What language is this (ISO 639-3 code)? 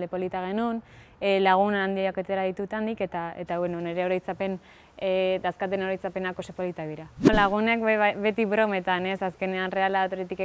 eus